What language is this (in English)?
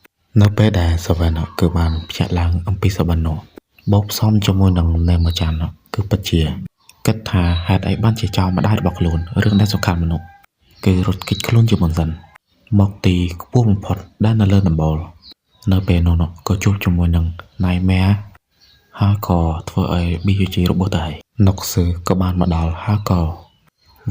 Khmer